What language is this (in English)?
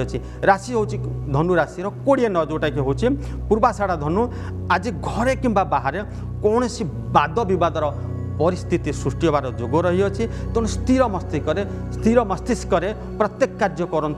Odia